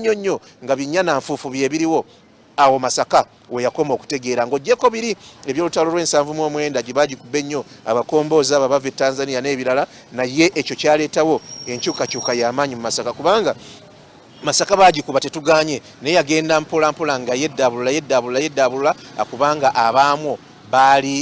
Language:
Ganda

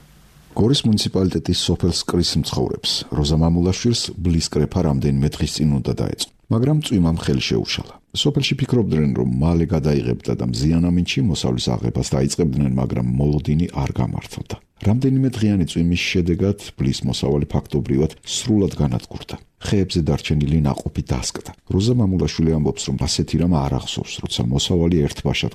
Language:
Georgian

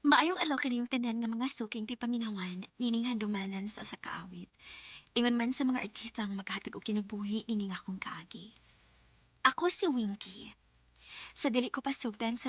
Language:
Cebuano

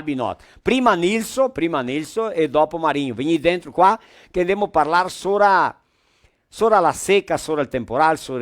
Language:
Venetian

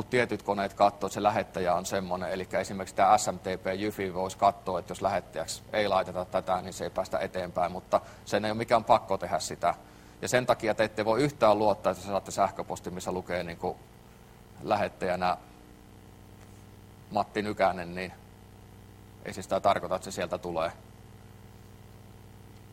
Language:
Finnish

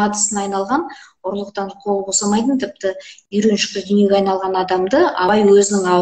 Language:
Kazakh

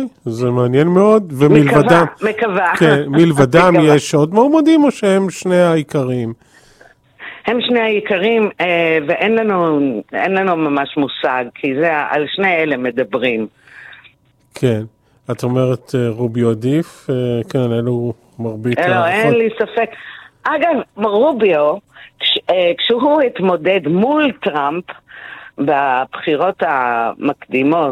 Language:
Hebrew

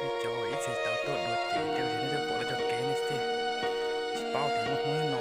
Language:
Hmong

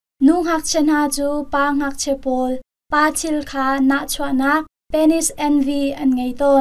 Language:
Hakha Chin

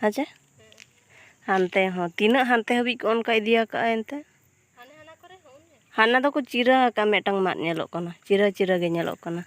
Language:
Santali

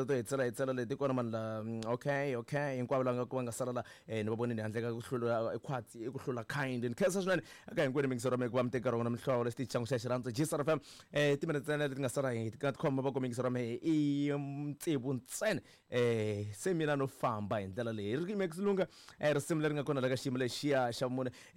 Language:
Tsonga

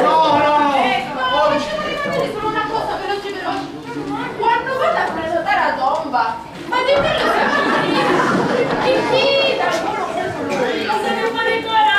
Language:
Sicilian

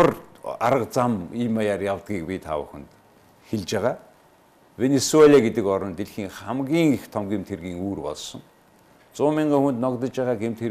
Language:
Mongolian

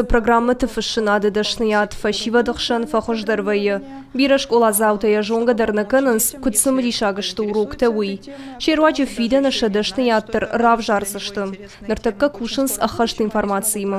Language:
Ossetic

